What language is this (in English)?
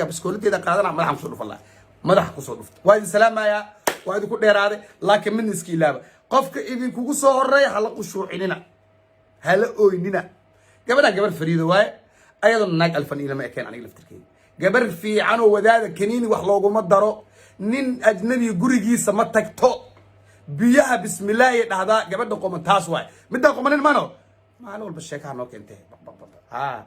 Somali